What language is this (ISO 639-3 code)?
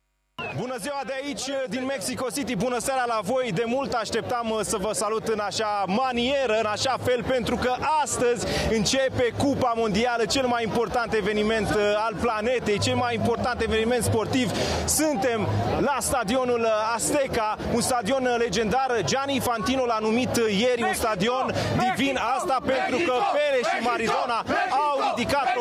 ron